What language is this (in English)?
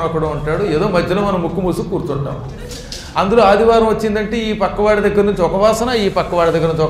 Telugu